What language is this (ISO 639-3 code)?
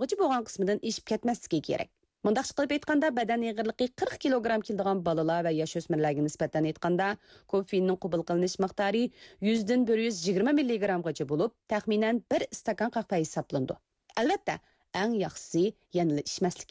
uig